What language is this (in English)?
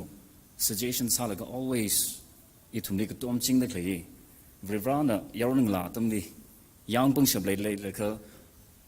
Tangkhul Naga (India)